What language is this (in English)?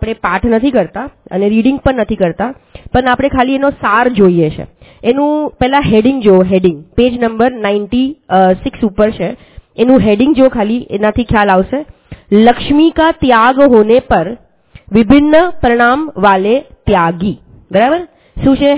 Gujarati